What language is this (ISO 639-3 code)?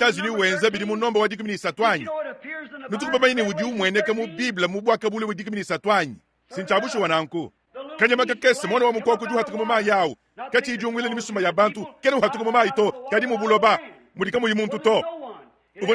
lua